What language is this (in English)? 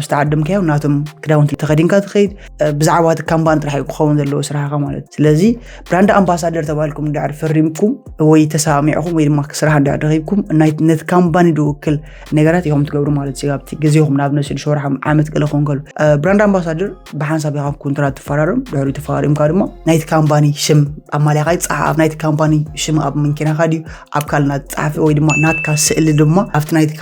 Tigrinya